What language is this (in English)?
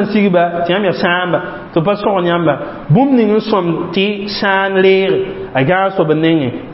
Mossi